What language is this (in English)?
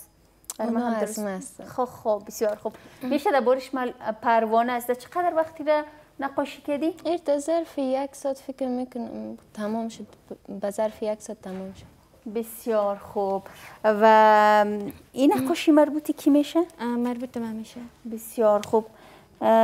Persian